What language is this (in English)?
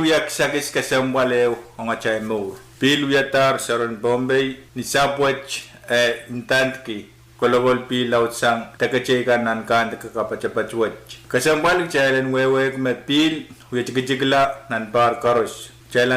Pohnpeian